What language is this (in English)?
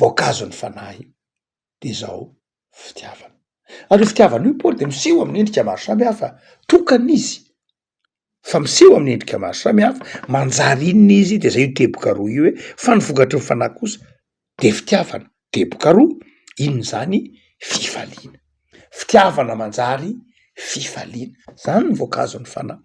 Malagasy